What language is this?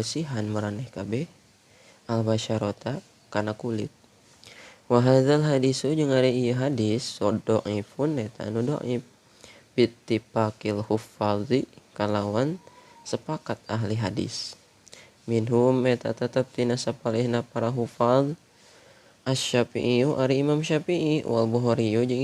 Sundanese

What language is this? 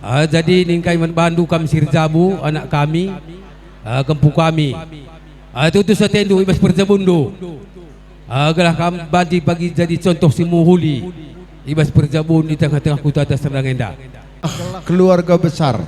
Batak Karo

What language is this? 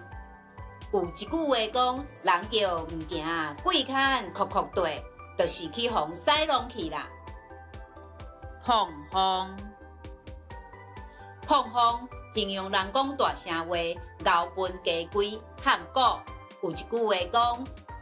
Min Nan Chinese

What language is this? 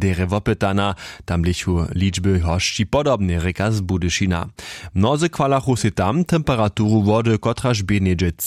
Upper Sorbian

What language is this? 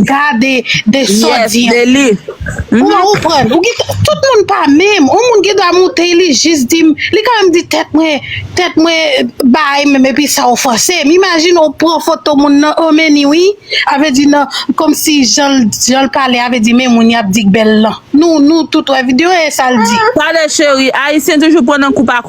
Haitian Creole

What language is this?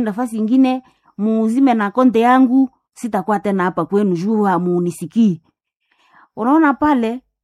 Swahili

